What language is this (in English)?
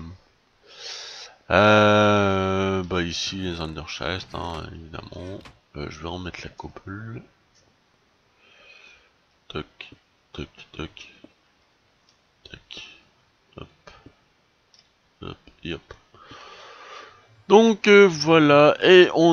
French